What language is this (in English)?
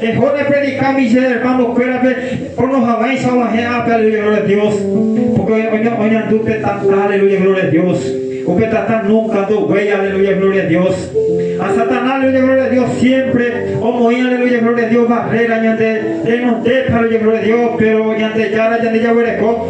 Guarani